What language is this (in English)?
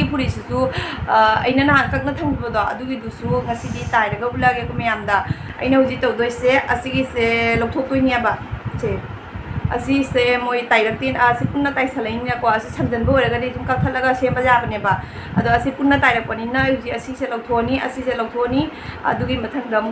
Manipuri